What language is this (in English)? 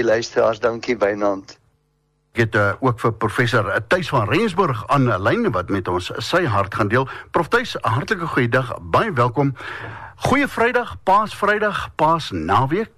Afrikaans